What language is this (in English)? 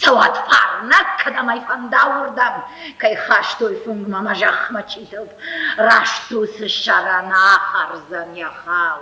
Ossetic